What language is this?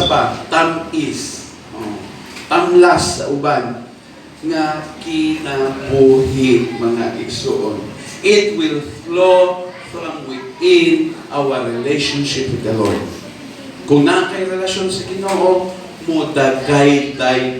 Cebuano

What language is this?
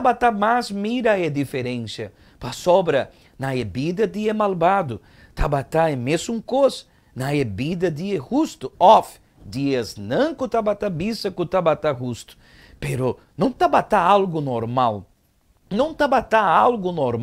Papiamento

